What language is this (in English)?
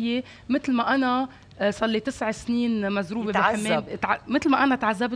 North Levantine Arabic